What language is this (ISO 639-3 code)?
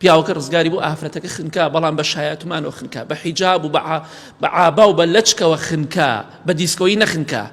ckb